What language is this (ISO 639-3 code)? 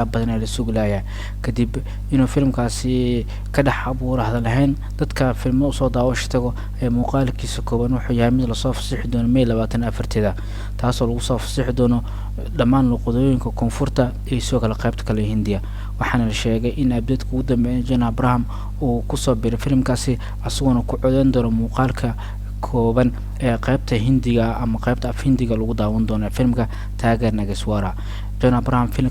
som